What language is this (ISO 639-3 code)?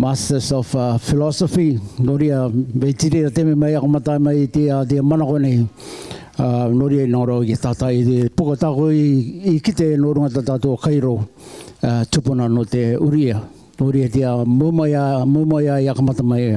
rar